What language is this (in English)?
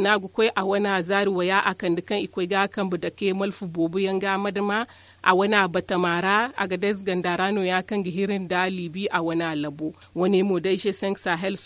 Zarma